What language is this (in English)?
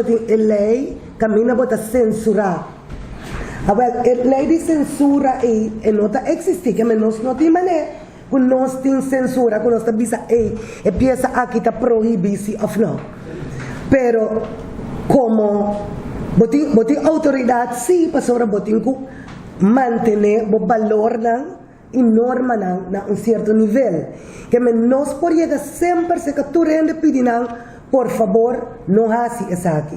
Papiamento